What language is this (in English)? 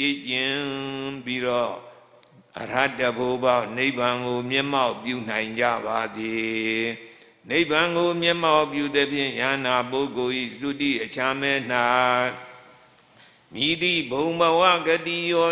Burmese